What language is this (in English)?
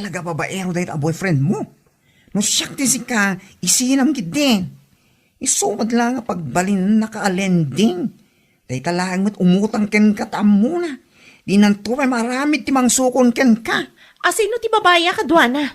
Iloko